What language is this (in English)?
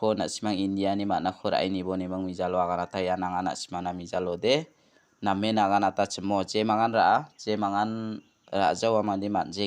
Garo